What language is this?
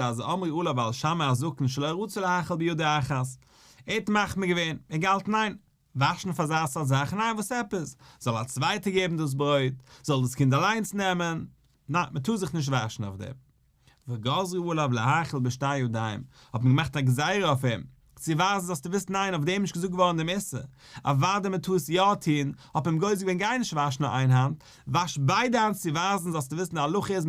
Yiddish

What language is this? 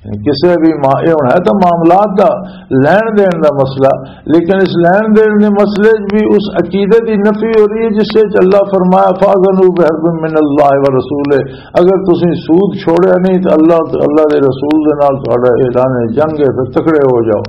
Western Panjabi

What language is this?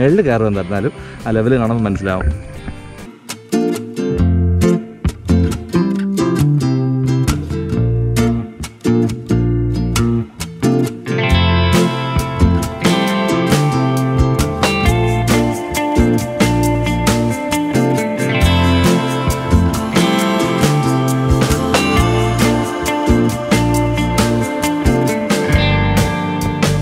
Malayalam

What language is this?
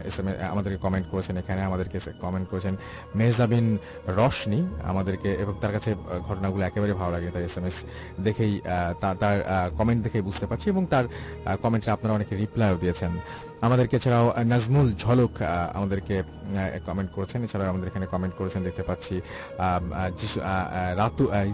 Bangla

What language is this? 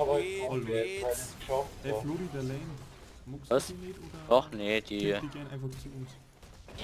Bavarian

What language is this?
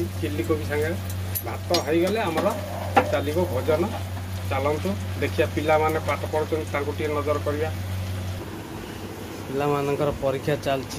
Odia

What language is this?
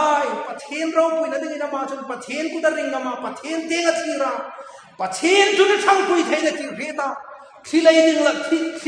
Hmar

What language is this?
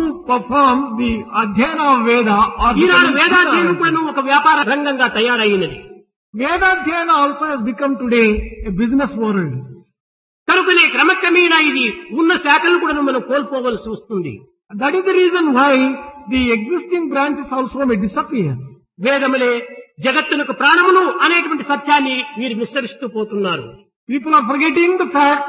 Telugu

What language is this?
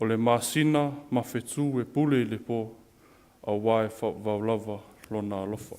Samoan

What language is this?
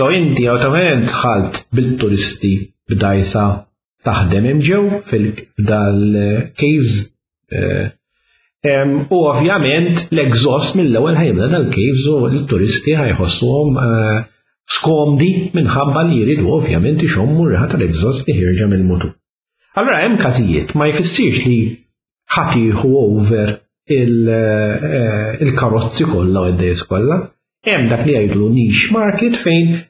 Maltese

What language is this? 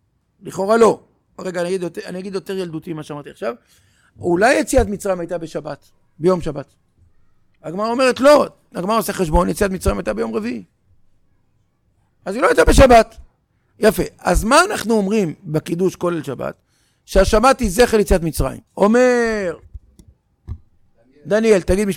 Hebrew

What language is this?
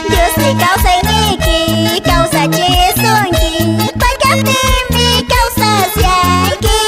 Quechua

